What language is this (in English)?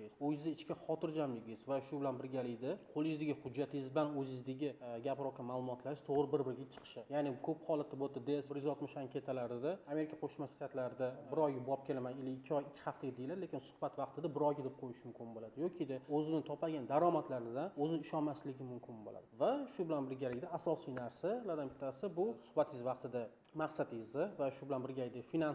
Uzbek